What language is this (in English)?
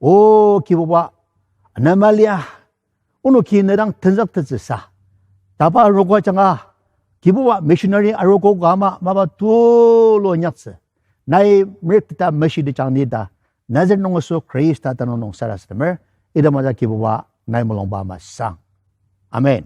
Ao Naga